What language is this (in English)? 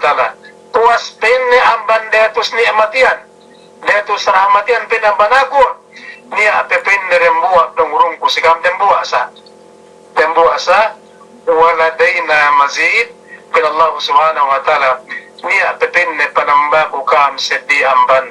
Yakan